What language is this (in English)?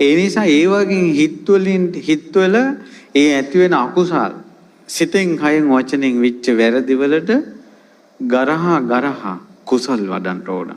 Sinhala